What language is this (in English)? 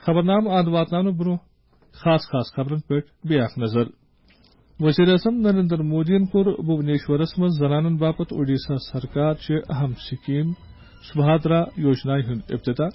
Kashmiri